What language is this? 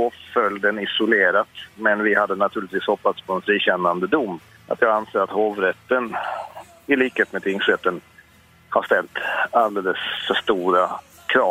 Swedish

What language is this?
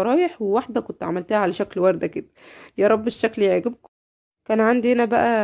Egyptian Arabic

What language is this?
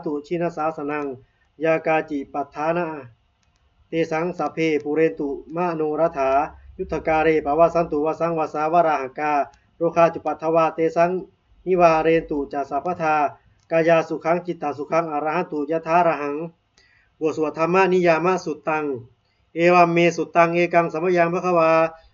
Pali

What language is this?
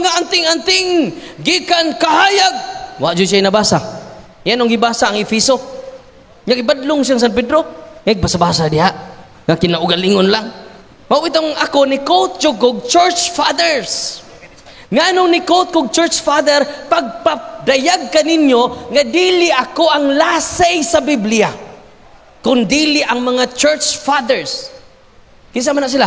Cebuano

